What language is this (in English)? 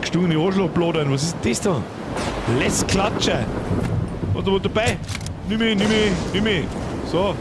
Bavarian